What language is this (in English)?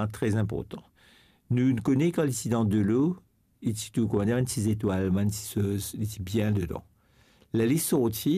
Morisyen